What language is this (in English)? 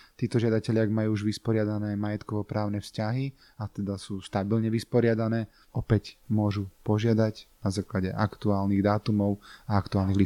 Slovak